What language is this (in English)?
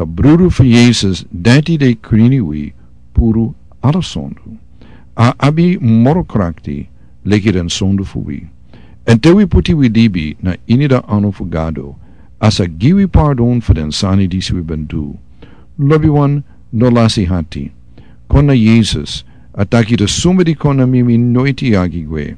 Sranan Tongo